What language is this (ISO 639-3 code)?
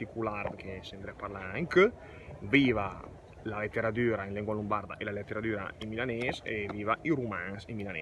lmo